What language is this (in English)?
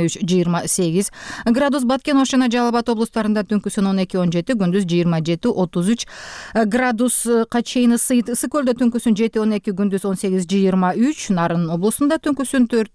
Kyrgyz